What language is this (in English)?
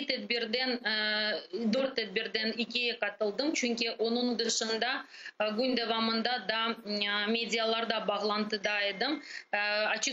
Crimean Tatar